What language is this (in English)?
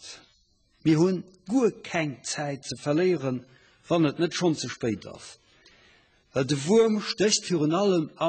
Luxembourgish